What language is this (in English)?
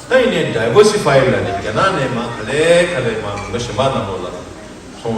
Tibetan